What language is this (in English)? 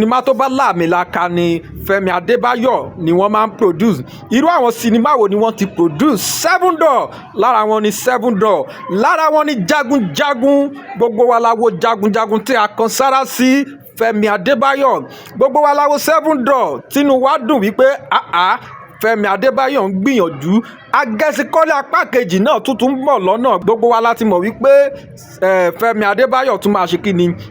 Yoruba